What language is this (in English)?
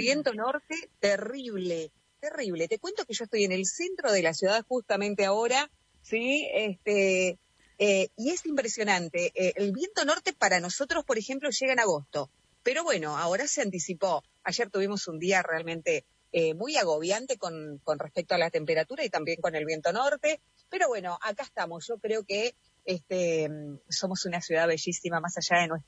Spanish